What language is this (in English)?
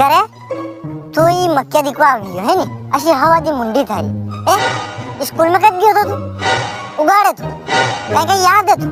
Rajasthani